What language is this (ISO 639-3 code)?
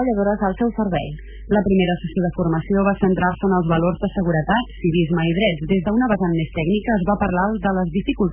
cat